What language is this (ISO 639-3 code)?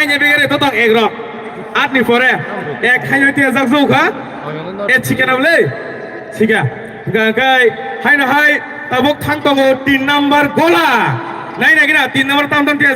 trp